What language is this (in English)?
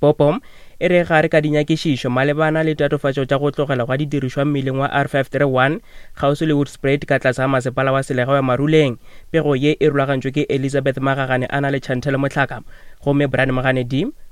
Northern Sotho